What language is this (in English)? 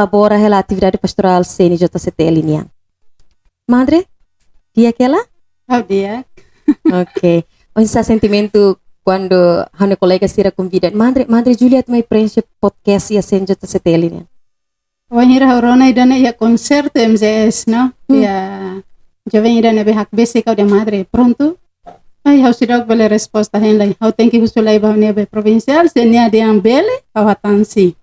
Tetum